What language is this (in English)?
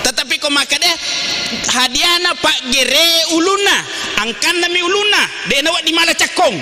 Buginese